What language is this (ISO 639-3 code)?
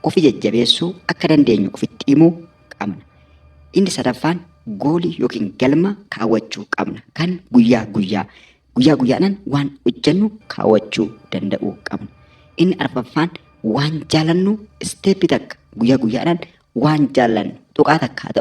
orm